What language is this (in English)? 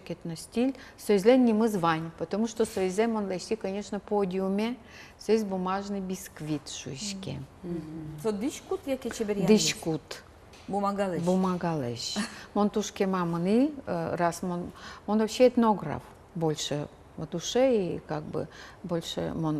Udmurt